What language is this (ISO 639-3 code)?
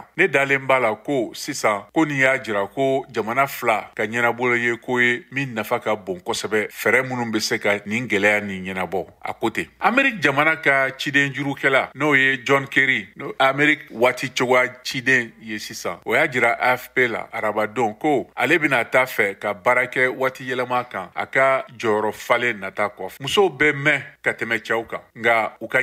bam